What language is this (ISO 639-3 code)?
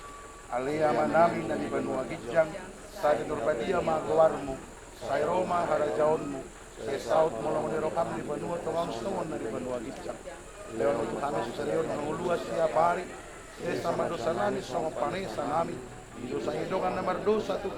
bbc